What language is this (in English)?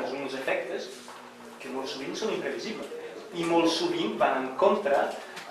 Catalan